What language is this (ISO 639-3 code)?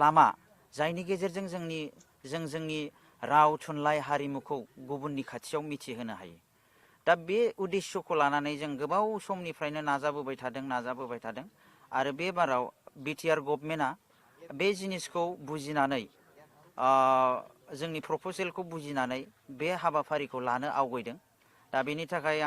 brx